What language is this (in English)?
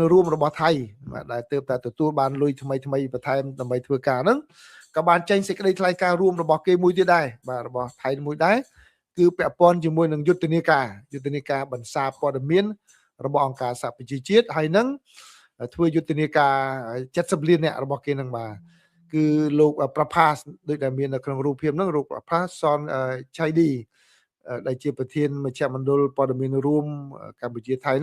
Khmer